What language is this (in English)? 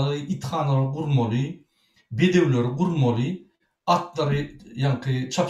Turkmen